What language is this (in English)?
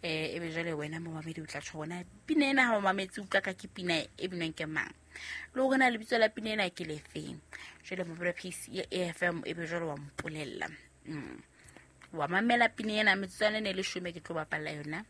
Southern Sotho